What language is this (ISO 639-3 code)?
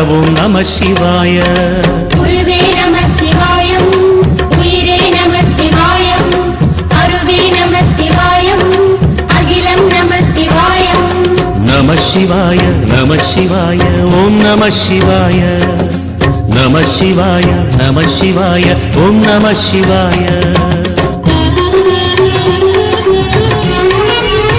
tam